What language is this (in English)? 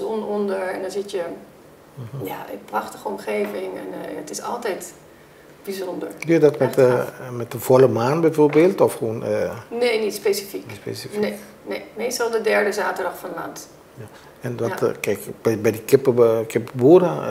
Dutch